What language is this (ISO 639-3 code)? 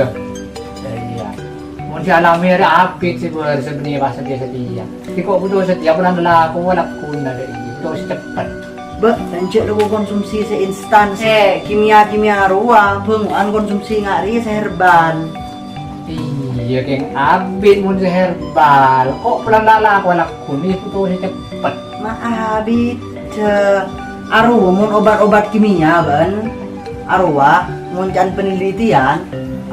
mad